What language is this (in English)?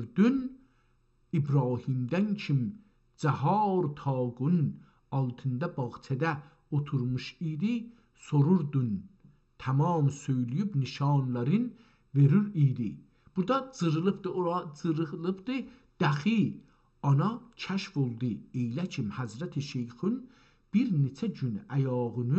South Azerbaijani